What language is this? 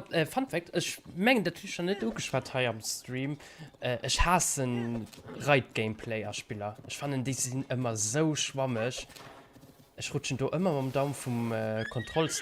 Luxembourgish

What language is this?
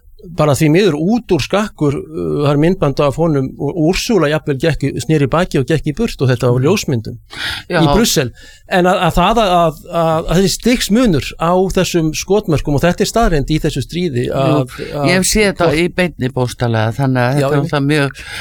Icelandic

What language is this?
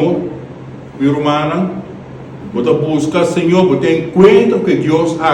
Papiamento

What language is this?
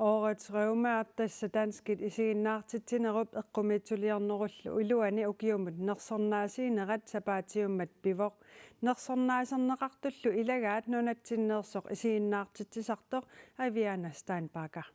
Kalaallisut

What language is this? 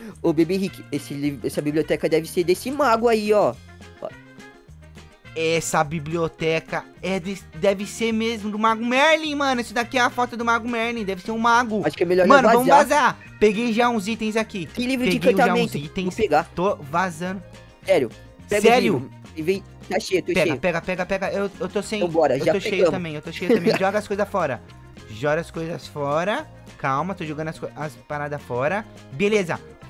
Portuguese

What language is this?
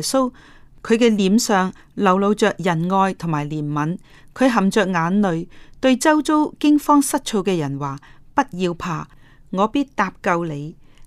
Cantonese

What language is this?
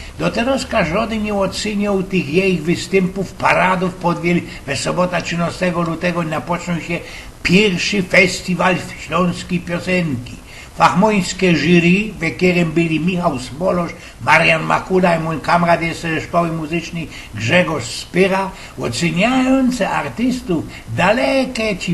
Silesian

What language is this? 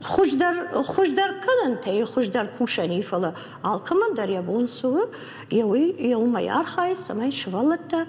Ossetic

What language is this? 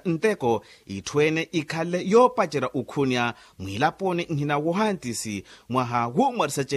Makhuwa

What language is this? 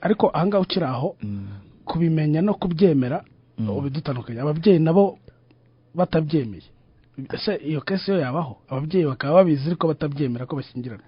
Kinyarwanda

